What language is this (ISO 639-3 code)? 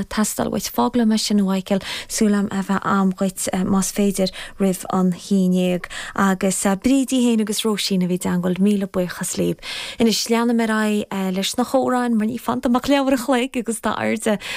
gle